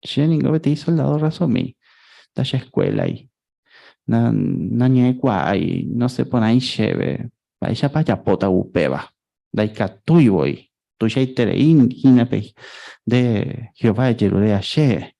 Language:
Guarani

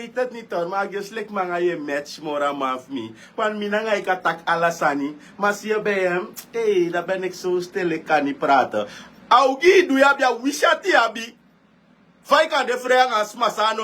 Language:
Sranan Tongo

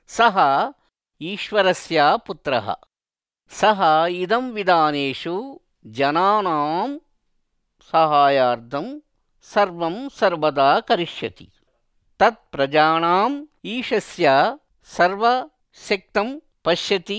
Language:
Sanskrit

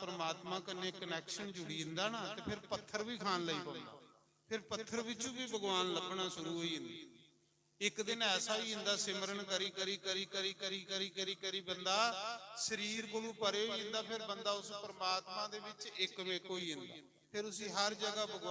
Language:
Dogri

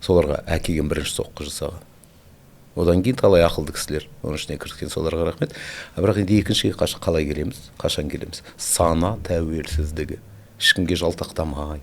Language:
Kazakh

